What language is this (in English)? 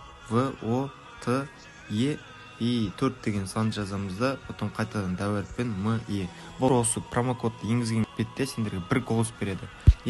Kara-Kalpak